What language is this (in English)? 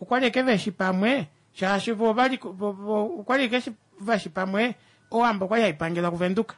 Kuanyama